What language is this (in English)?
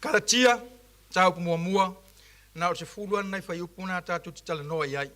Samoan